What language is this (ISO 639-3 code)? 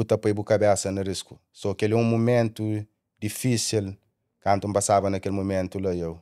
kea